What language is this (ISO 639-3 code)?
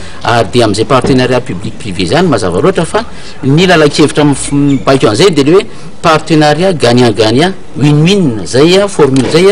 mlg